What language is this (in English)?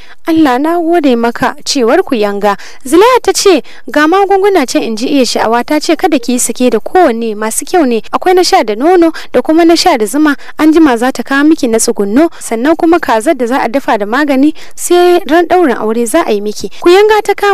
Hausa